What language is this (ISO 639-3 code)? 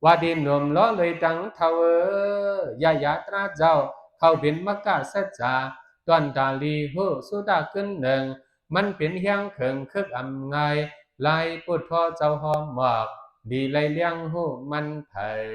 shn